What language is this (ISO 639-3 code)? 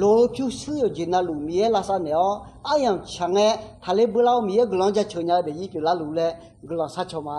ahk